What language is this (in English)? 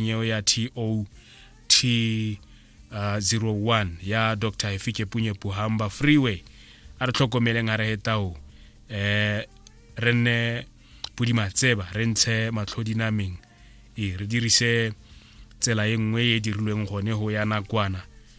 Tswana